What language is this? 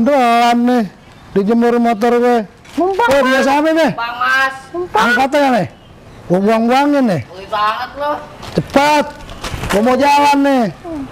Betawi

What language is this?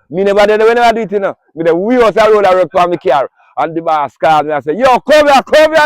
Jamaican Creole English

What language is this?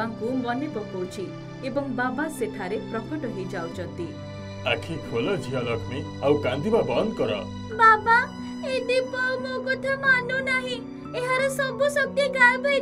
Odia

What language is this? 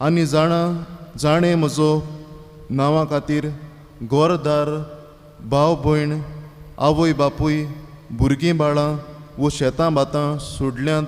Konkani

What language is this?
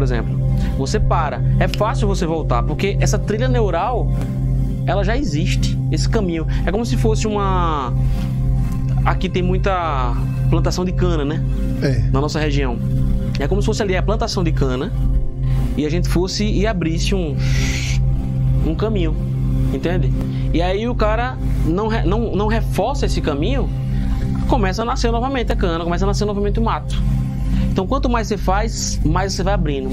Portuguese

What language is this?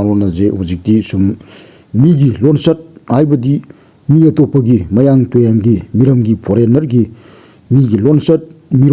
Manipuri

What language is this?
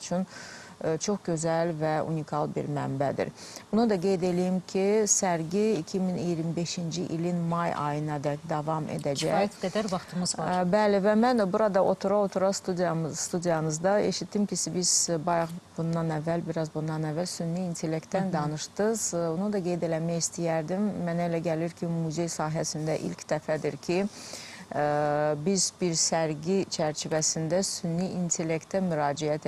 Azerbaijani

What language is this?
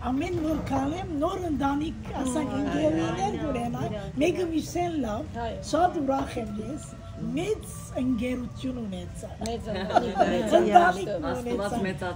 Western Armenian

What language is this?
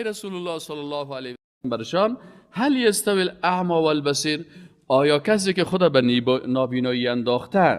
Persian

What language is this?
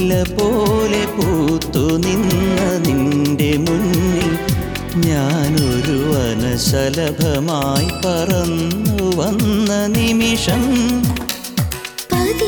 Malayalam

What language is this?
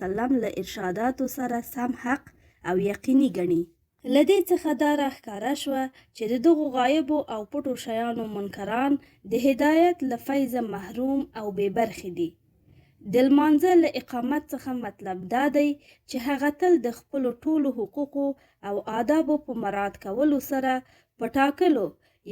Pashto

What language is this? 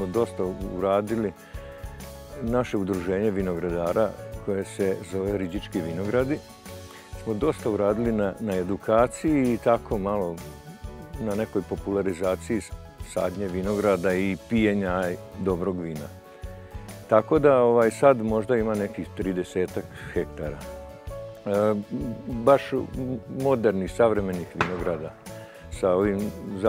Serbian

